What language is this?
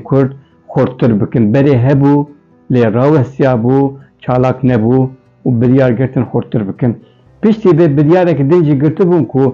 Kurdish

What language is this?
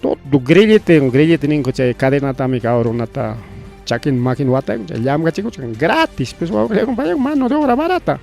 Ayacucho Quechua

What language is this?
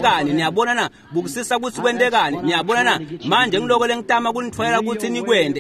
Swati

